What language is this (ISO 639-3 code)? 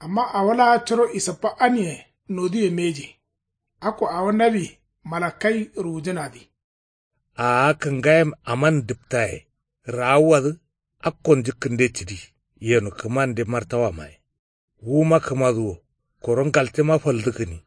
kau